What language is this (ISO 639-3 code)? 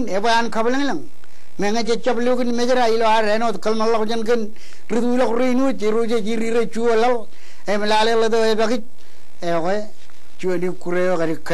mah